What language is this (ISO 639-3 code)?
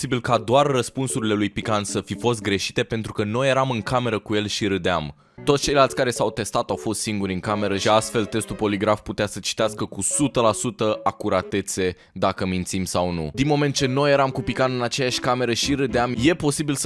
ron